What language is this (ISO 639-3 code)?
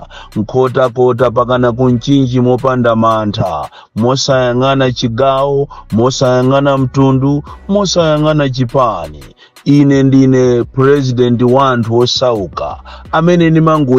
nya